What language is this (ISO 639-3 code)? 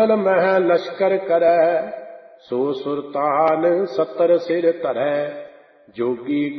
pan